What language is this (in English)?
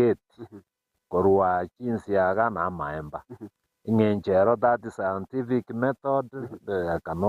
Gusii